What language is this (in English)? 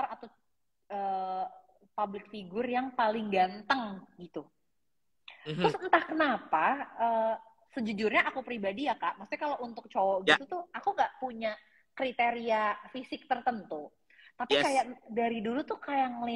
Indonesian